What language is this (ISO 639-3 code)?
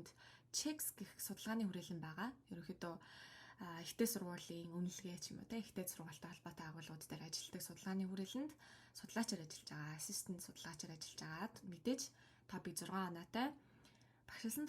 mon